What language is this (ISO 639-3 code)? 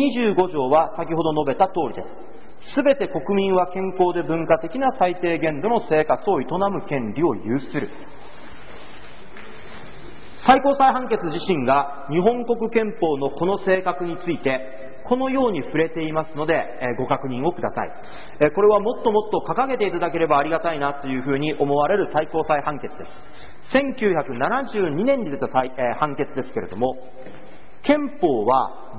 jpn